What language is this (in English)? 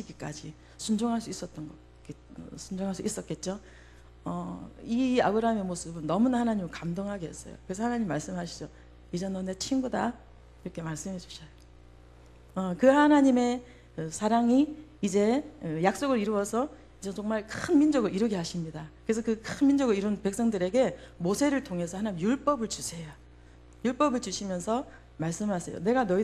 Korean